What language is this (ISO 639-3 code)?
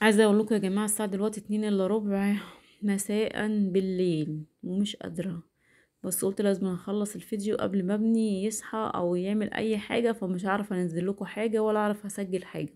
arz